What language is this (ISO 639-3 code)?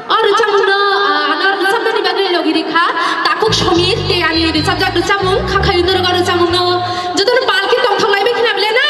trp